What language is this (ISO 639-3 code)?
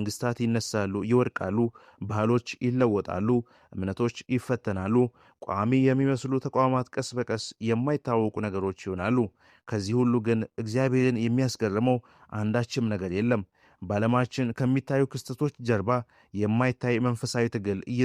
amh